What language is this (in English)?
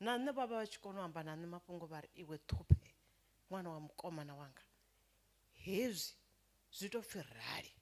Venda